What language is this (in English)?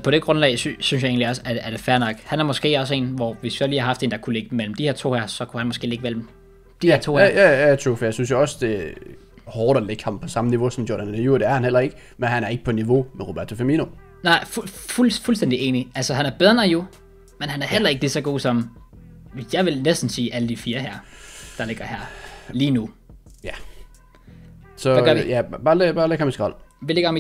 Danish